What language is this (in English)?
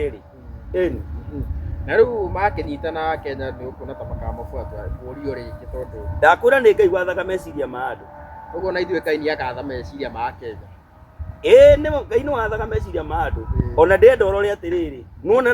Kikuyu